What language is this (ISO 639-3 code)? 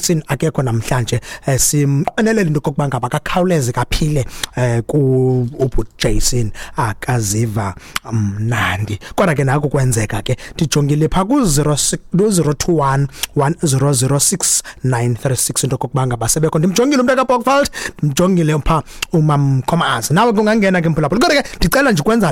xho